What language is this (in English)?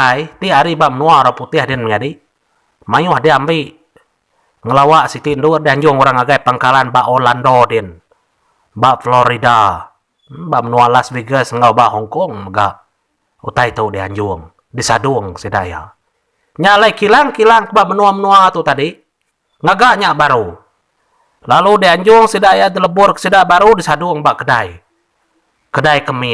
Iban